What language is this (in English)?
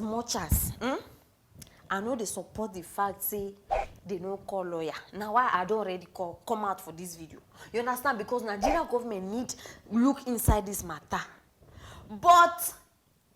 Nigerian Pidgin